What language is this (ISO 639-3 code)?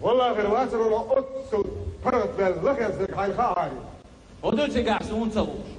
che